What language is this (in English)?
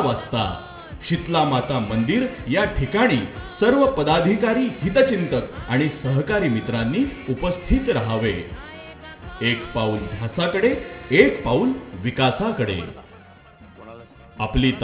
Marathi